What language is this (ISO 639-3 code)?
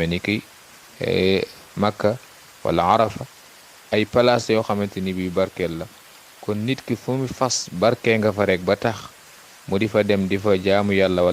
wol